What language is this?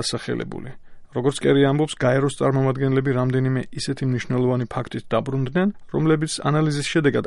Georgian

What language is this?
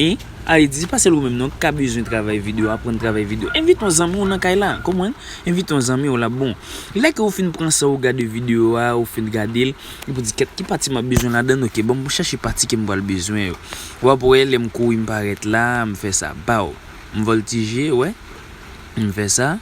Haitian Creole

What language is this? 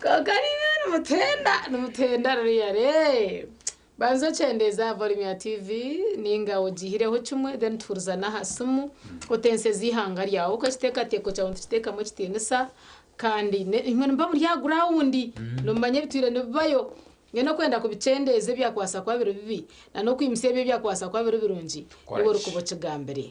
Nyankole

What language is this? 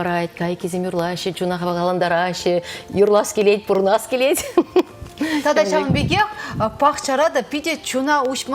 Chuvash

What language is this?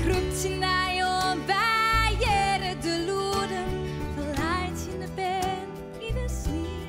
Western Frisian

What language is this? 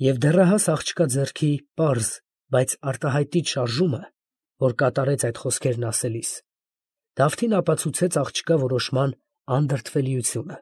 Armenian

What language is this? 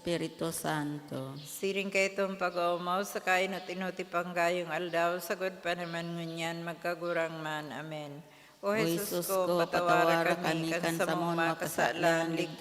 Bikol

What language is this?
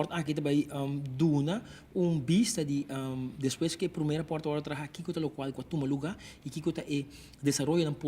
Papiamento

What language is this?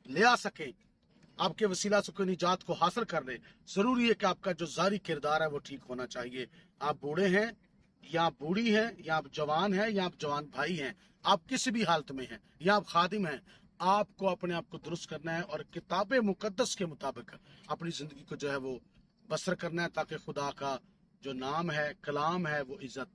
Urdu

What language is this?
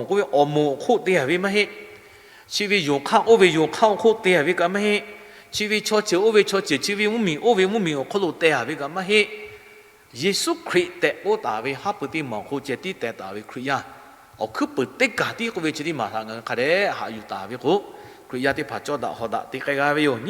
Lahu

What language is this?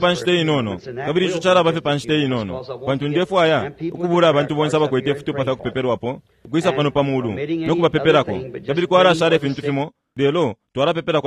Bemba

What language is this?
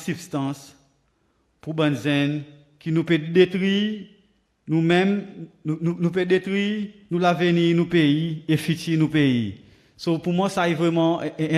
Seselwa Creole French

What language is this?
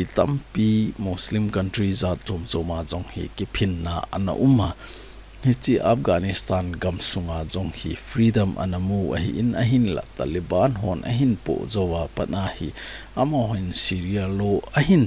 Thado Chin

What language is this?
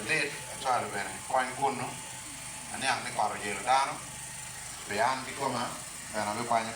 Acoli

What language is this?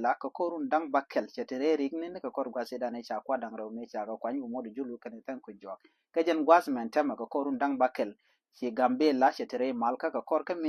Nuer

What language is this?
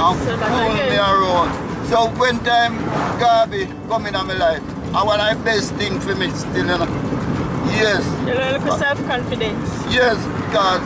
Jamaican Creole English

